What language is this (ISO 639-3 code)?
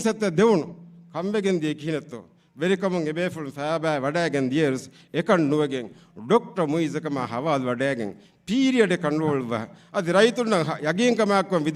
div